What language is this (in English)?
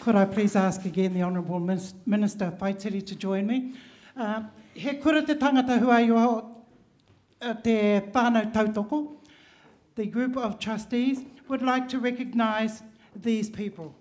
Māori